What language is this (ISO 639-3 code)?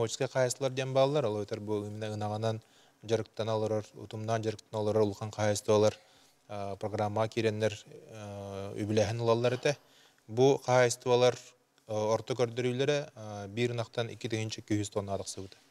sah